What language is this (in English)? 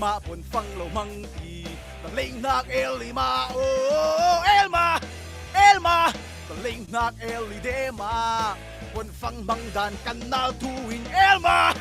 Falam Chin